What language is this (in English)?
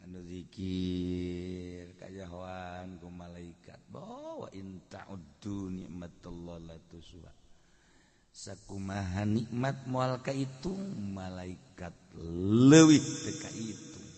Sundanese